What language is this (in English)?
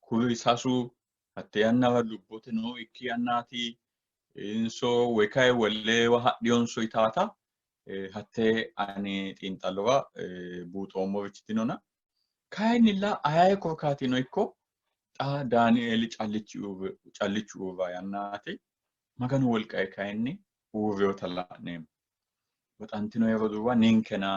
Sidamo